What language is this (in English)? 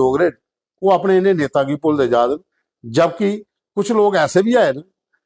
Dogri